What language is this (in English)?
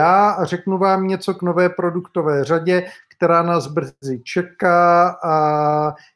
Czech